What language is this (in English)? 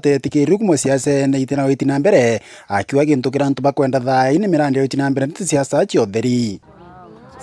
Meru